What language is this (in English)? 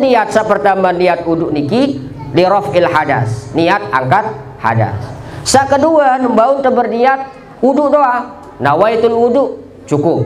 Sasak